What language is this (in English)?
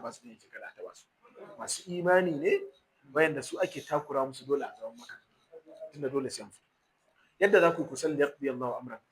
Hausa